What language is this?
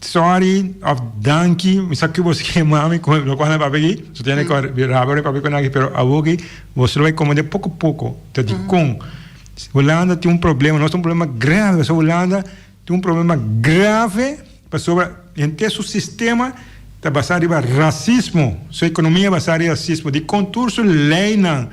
Papiamento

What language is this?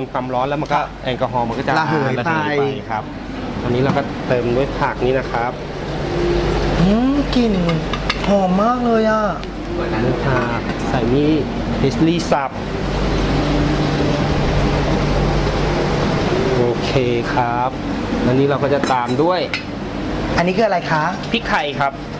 Thai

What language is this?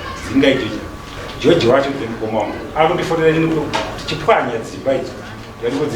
Shona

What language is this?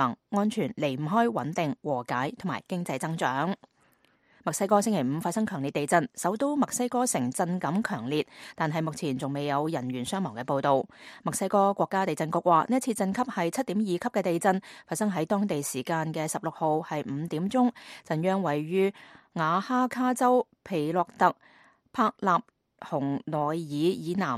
Cantonese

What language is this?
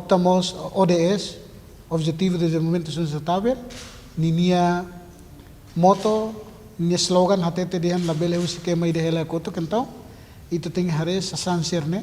Tetum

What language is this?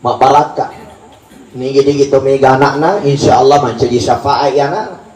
Buginese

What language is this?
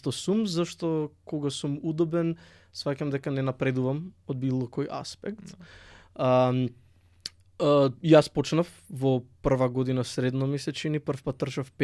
Macedonian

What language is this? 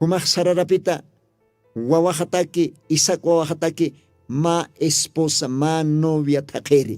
Aymara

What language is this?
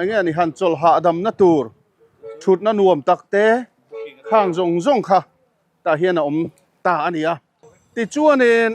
Mizo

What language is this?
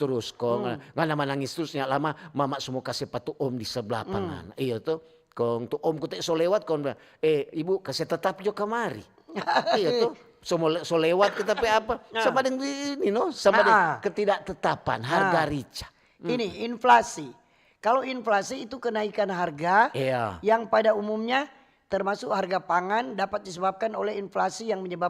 Manado Malay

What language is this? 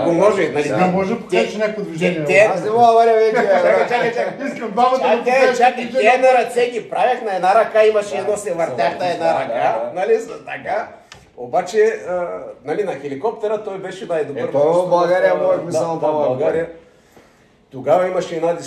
Bulgarian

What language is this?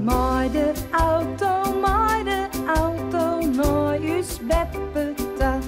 Western Frisian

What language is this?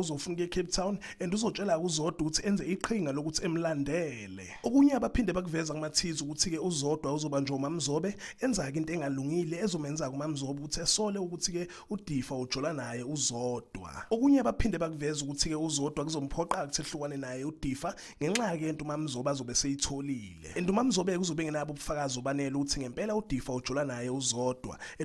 Zulu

